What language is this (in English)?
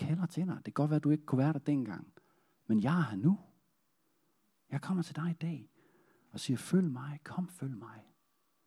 Danish